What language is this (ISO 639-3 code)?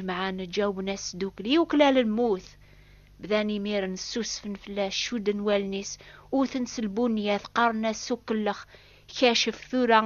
kab